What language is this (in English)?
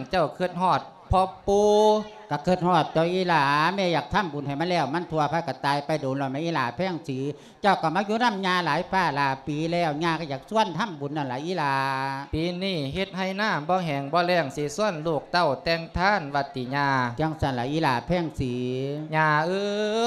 Lao